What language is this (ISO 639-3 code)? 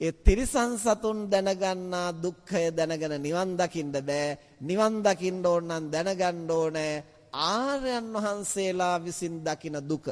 sin